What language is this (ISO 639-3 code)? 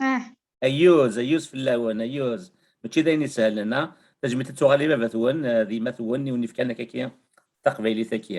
kab